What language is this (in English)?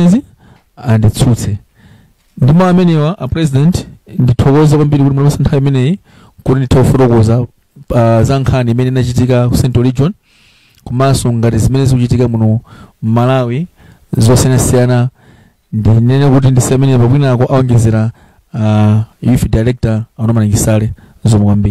Nyanja